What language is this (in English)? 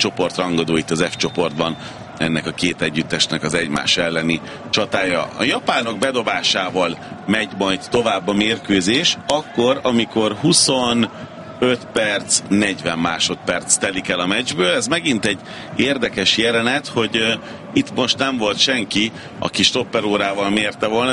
Hungarian